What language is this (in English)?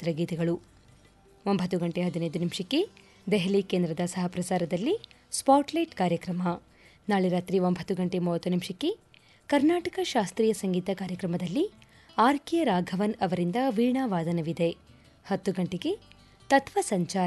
Kannada